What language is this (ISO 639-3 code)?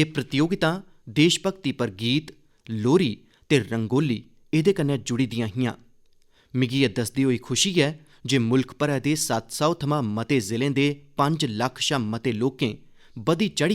doi